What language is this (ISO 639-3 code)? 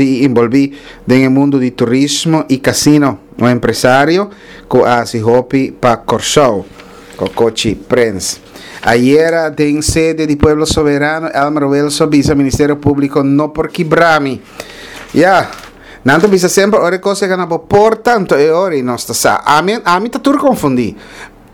pap